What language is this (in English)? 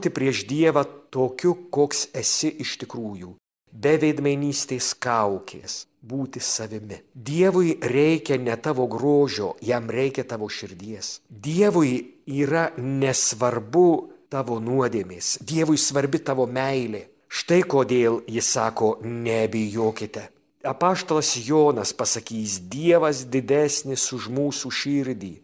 Lithuanian